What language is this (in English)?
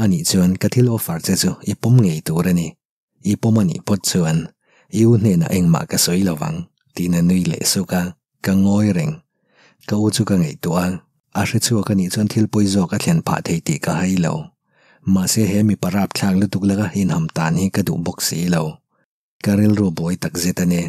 Mizo